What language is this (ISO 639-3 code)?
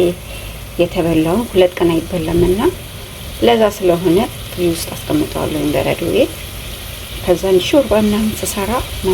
amh